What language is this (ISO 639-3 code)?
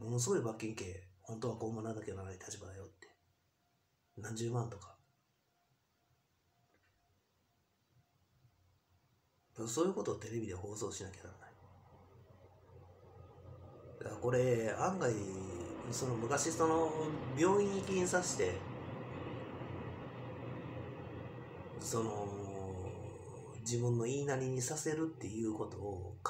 jpn